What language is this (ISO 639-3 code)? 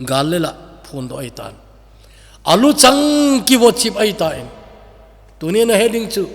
tcz